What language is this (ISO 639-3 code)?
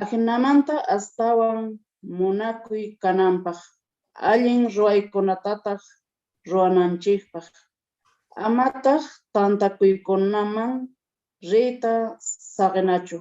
quh